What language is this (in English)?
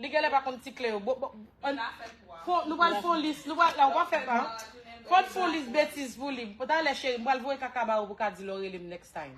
Haitian Creole